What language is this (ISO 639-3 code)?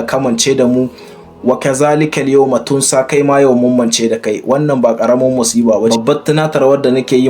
hau